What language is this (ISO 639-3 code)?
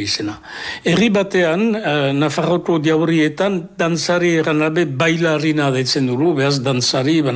eus